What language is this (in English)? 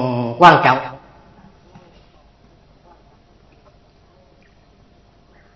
Vietnamese